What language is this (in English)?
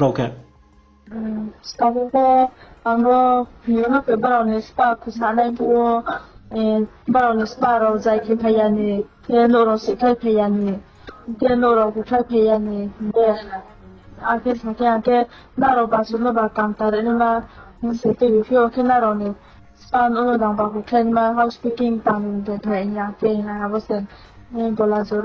Riang (India)